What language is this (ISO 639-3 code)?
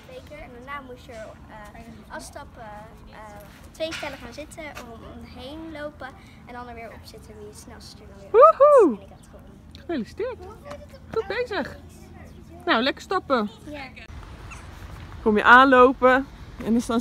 nld